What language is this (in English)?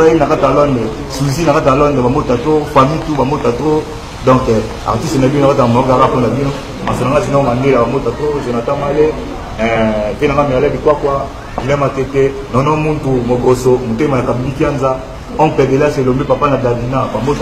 Lingala